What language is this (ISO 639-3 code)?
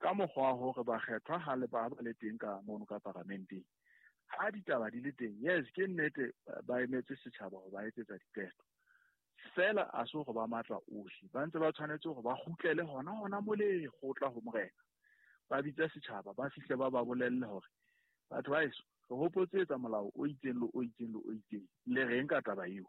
sot